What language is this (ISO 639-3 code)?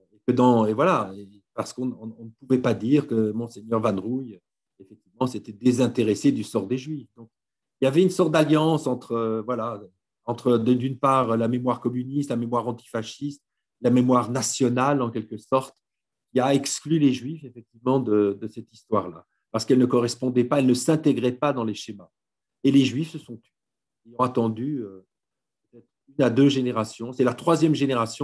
fra